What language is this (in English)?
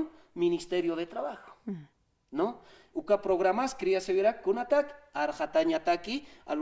Aymara